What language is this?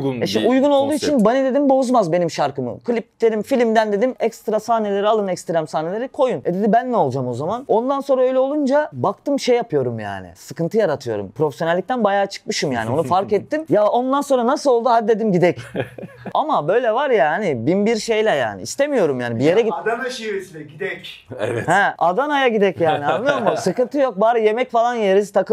Turkish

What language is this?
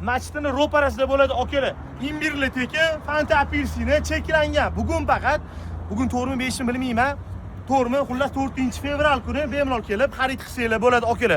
Uzbek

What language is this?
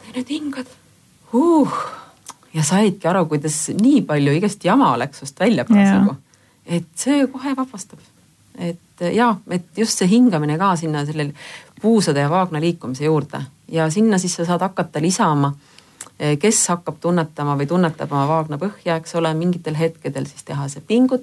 Estonian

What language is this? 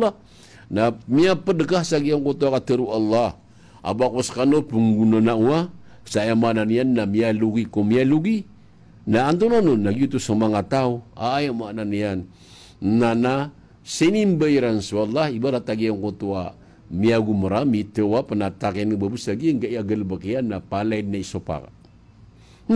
Maranao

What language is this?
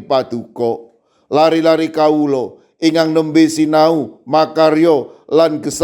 Javanese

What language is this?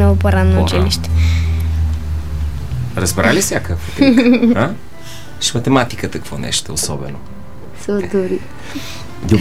Bulgarian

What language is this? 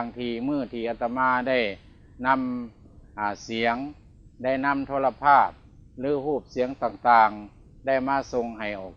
Lao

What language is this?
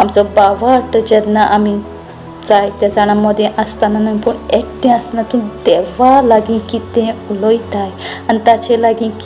Konkani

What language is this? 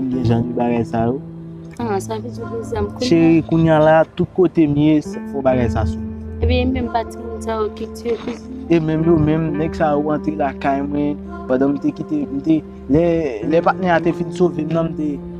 Haitian Creole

